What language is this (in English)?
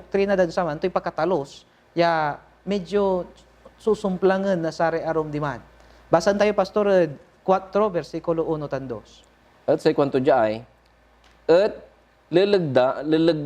Pangasinan